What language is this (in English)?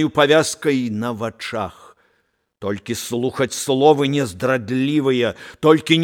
Belarusian